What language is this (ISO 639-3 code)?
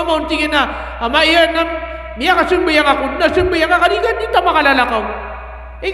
mrw